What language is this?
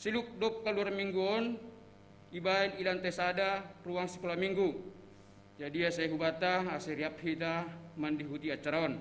Batak Simalungun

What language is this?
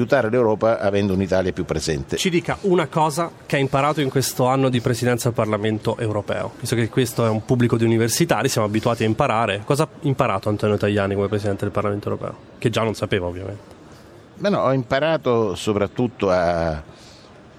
Italian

